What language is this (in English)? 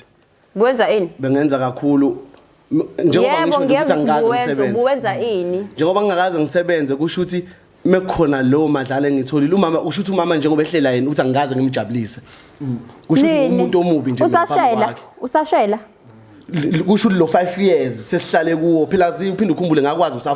Zulu